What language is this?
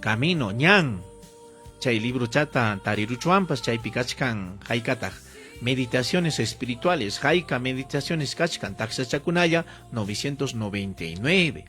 Ayacucho Quechua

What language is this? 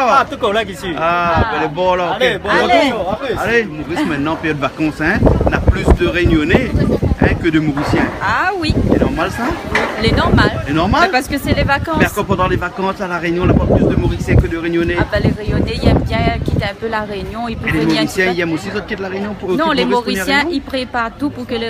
Réunion Creole French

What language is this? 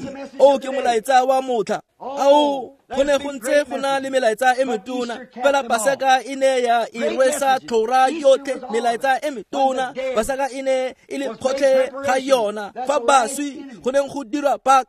Tswana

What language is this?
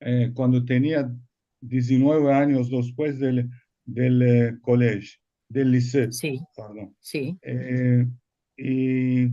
Ladino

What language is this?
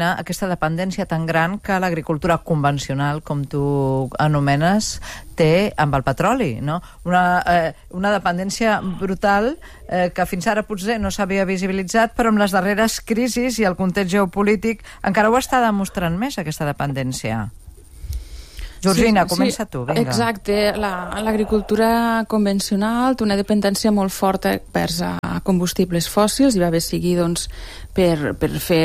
Catalan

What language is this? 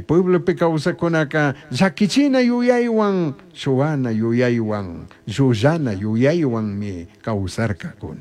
Chimborazo Highland Quichua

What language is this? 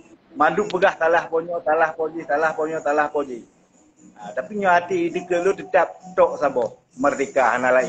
Achinese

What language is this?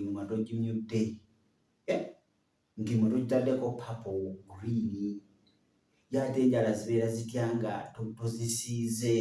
Ganda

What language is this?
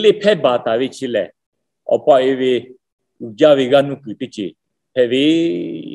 Lahu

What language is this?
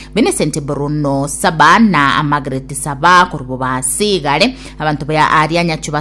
Gusii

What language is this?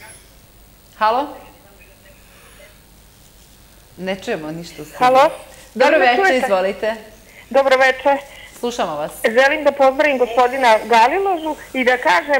Serbian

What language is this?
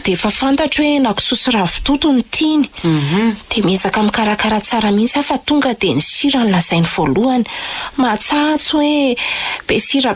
Malagasy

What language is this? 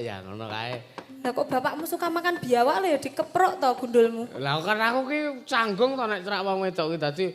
Javanese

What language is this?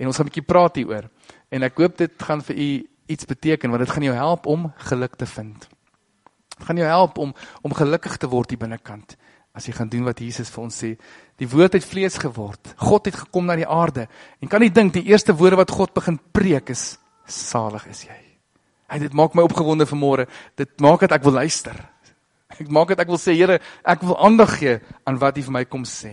Afrikaans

